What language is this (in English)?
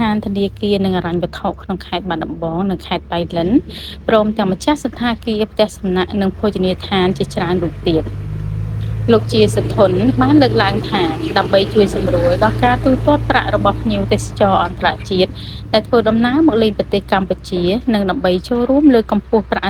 Khmer